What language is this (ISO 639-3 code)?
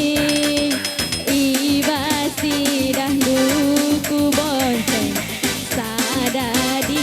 btx